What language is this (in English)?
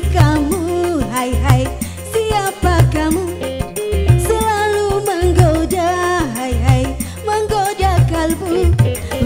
Musi